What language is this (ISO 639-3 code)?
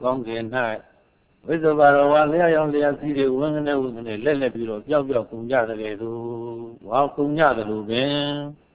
mya